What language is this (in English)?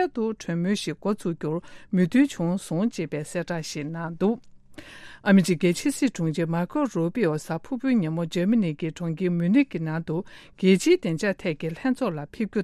Tibetan